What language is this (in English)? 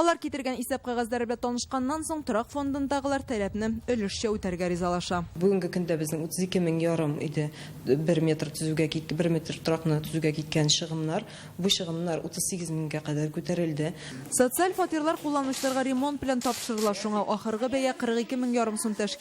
Tatar